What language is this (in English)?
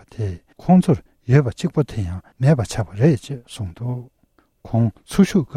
Tibetan